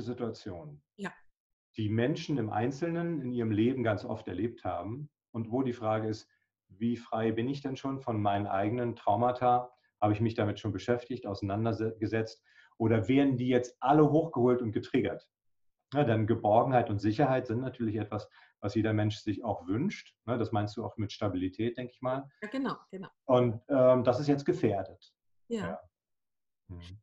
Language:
German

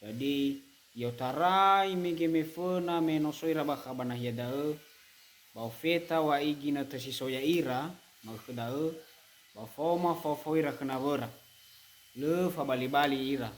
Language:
Nias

